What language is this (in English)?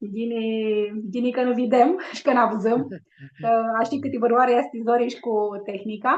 Aromanian